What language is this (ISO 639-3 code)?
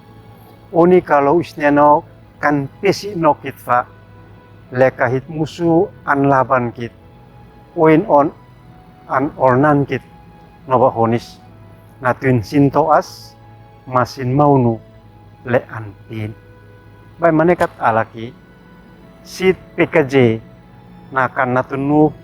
aoz